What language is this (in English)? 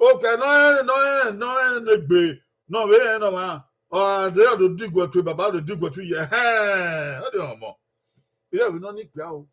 Bini